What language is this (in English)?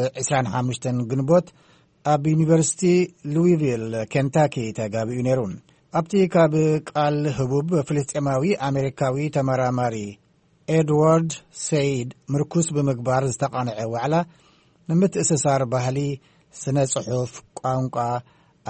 Tigrinya